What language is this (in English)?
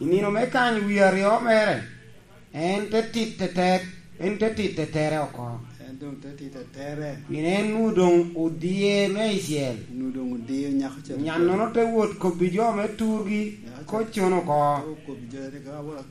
Lango (Uganda)